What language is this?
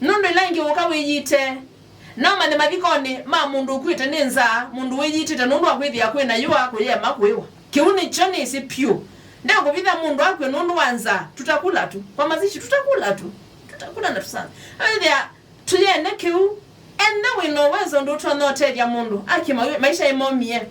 Kamba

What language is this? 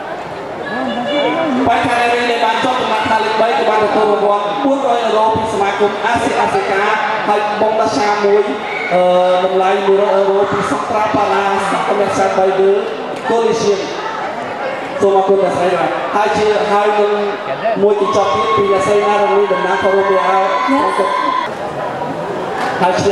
Khmer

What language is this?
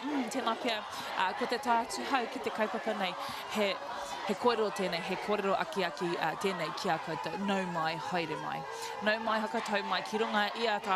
Māori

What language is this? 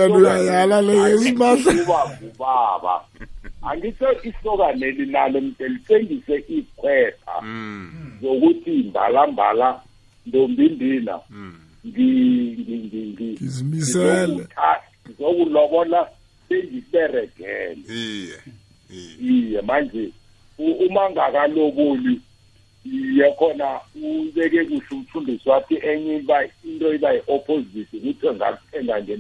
South Ndebele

